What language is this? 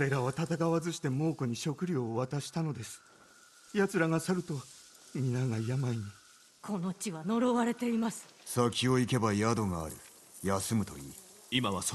Japanese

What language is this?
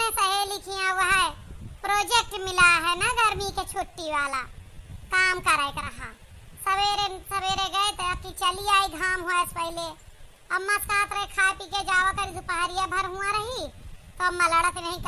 Awadhi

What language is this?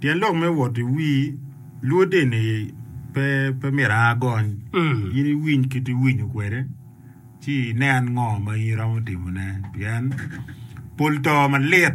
Acoli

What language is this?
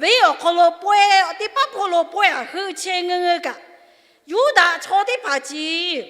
Lahu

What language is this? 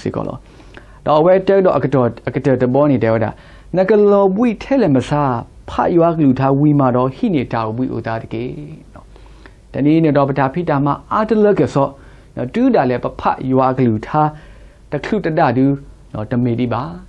S'gaw Karen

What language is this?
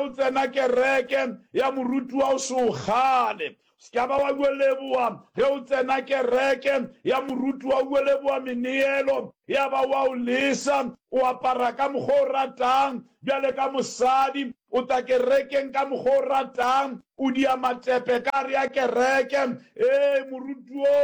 Northern Sotho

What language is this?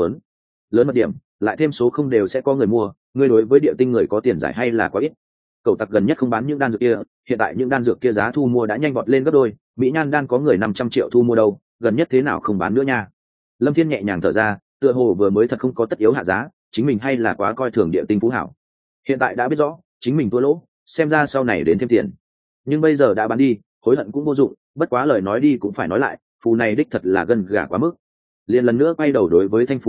Vietnamese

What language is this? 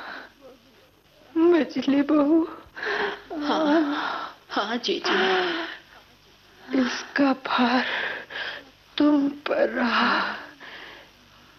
Hindi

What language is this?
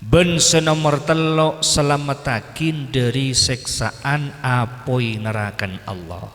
Madurese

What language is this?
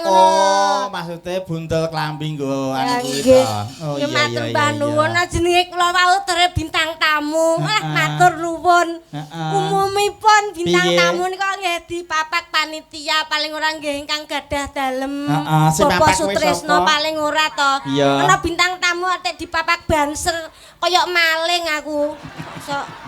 Javanese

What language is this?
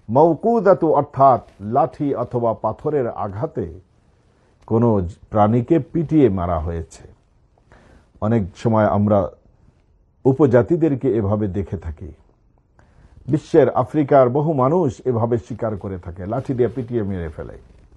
Bangla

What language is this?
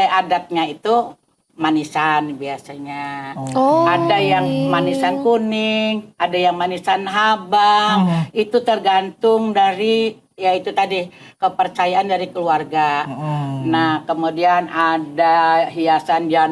Banjar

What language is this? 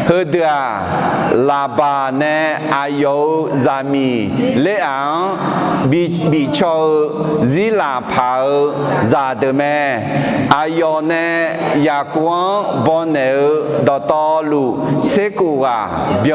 Akha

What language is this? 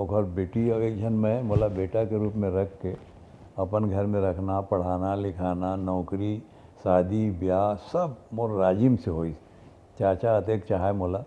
Chhattisgarhi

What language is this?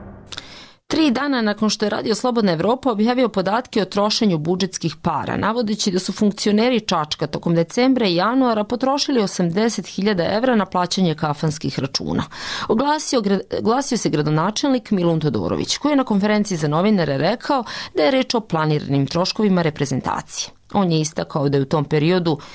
Serbian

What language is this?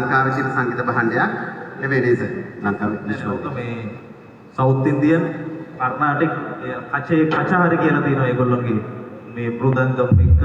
Sinhala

